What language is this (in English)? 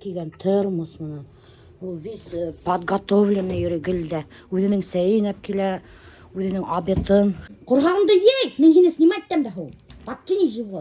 Bashkir